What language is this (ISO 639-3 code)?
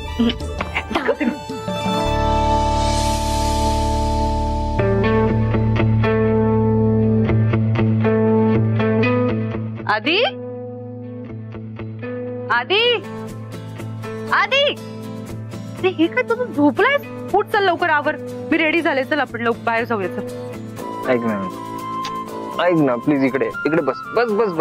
mar